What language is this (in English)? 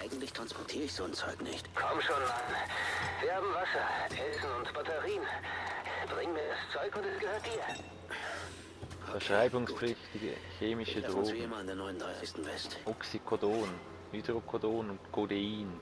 Swiss German